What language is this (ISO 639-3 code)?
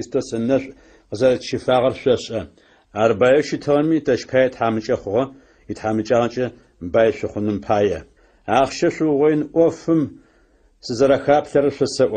ady